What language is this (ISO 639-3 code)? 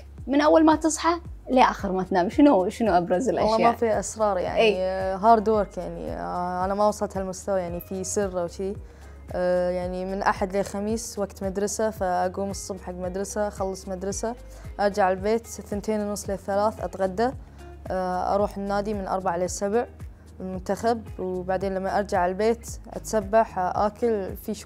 afb